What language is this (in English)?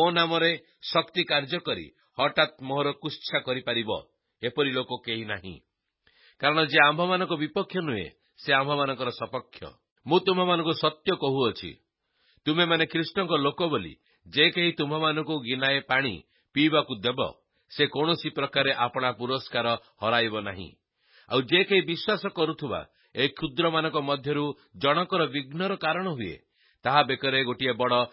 Odia